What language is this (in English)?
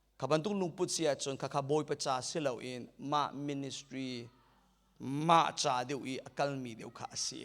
Hakha Chin